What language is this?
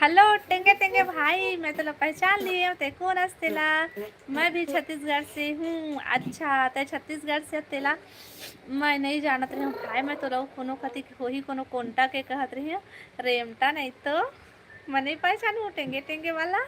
Chhattisgarhi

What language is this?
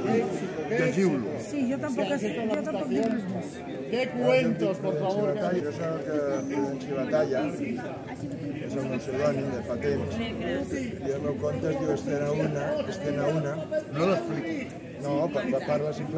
Catalan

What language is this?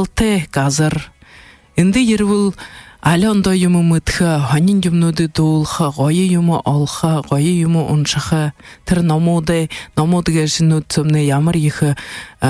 Buriat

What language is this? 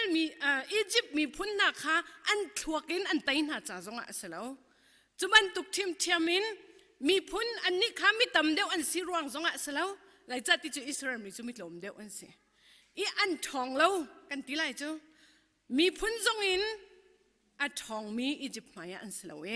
Hakha Chin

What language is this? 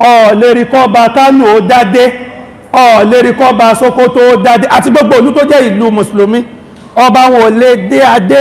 Yoruba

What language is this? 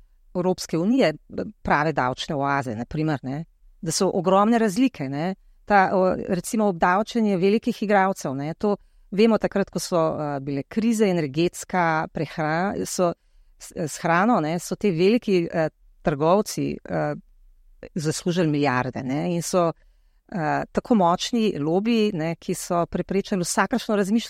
Slovenian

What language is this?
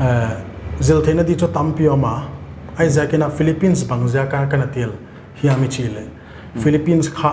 Paite Chin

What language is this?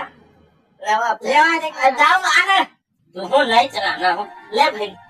Chhattisgarhi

